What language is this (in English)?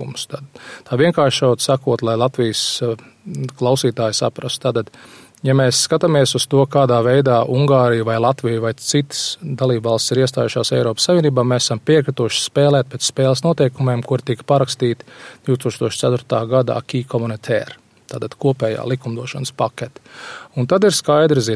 Latvian